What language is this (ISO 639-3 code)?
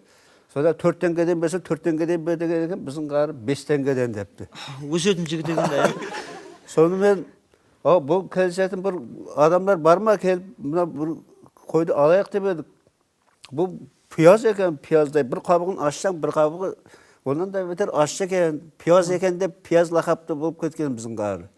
kaa